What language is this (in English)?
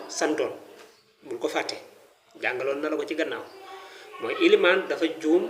Wolof